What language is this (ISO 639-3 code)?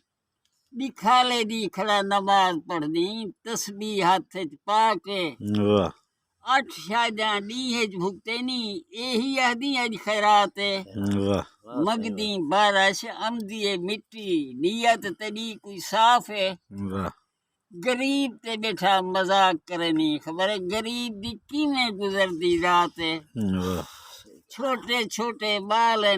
skr